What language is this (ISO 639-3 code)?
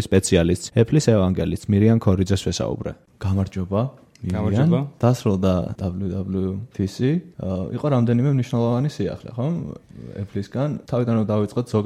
kat